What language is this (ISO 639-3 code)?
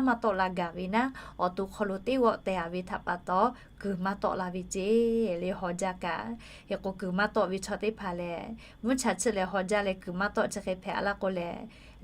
lhu